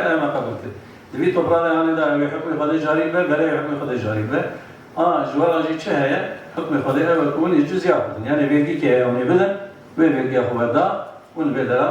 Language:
Kurdish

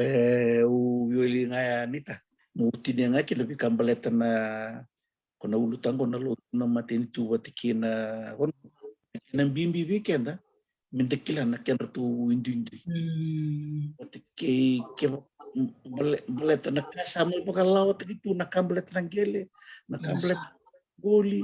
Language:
Fijian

